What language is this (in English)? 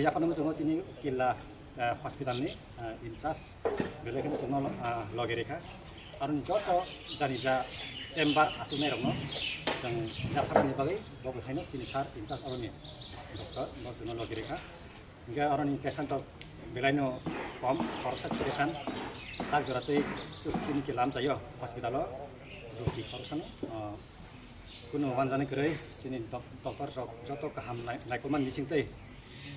Riang (India)